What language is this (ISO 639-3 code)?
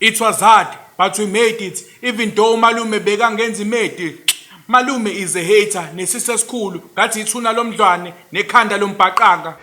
zul